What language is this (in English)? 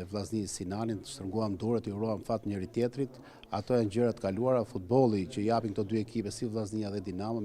Albanian